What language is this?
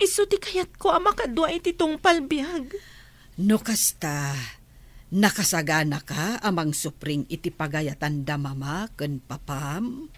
Iloko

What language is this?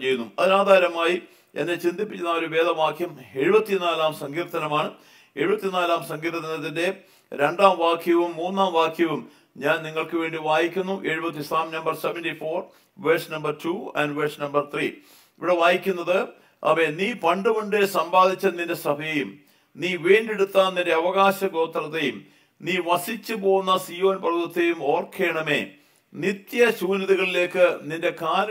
Malayalam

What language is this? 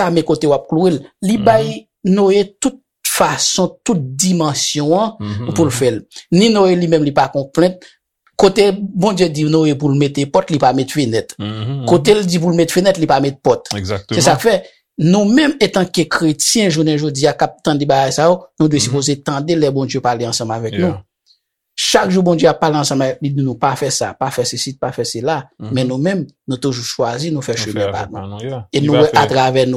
Haitian Creole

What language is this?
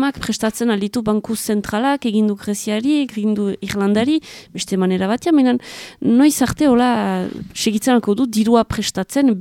Basque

